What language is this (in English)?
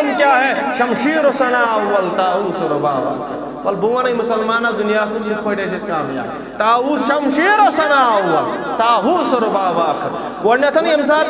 Kashmiri